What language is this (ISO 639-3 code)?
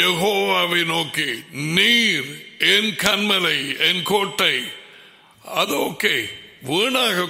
tam